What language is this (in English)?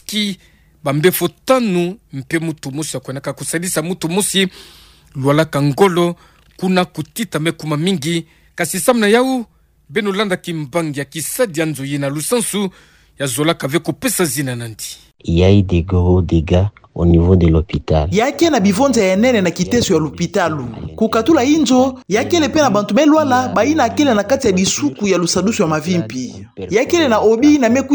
Kituba (Democratic Republic of Congo)